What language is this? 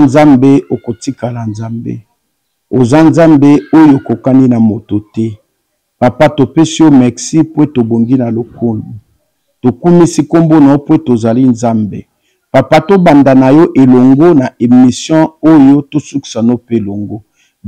Lingala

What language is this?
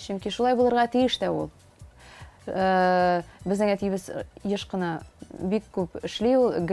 Tatar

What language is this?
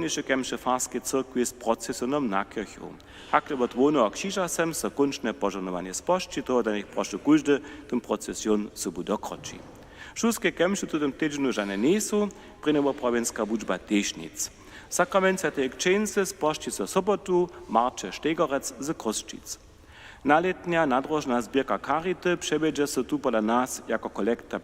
Upper Sorbian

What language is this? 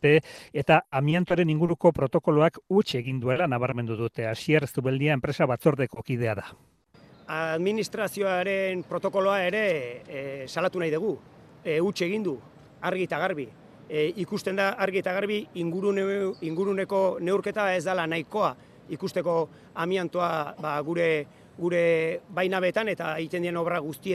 Basque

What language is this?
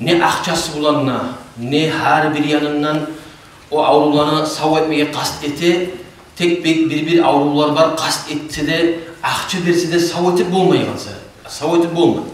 Kumyk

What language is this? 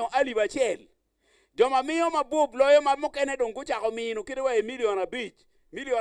Acoli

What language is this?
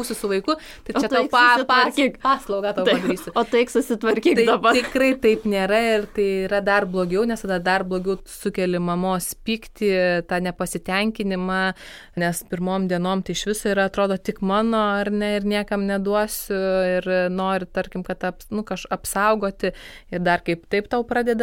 Lithuanian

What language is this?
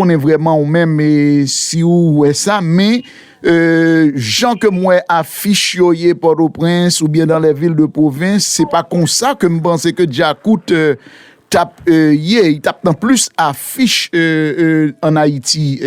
Haitian Creole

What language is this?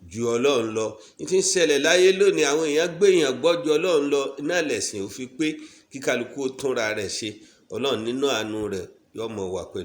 Yoruba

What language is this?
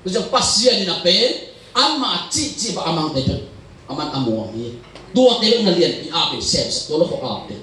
Tedim Chin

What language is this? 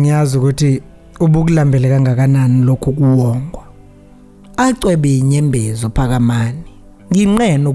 Zulu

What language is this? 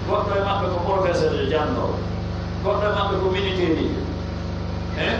Pular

